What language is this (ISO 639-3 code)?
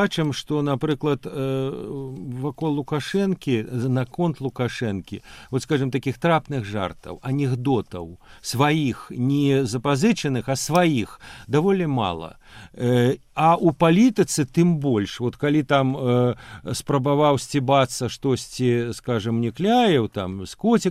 bel